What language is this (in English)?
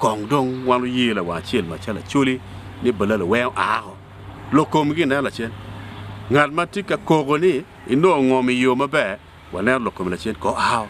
Acoli